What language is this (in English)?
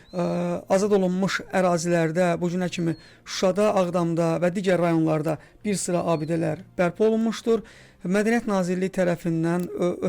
Azerbaijani